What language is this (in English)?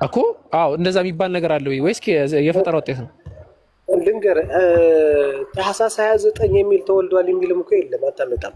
Amharic